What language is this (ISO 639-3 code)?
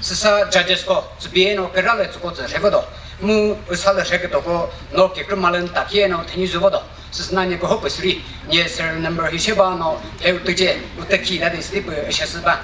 nri